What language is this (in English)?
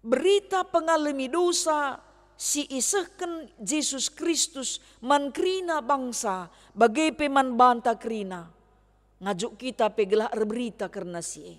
Batak Karo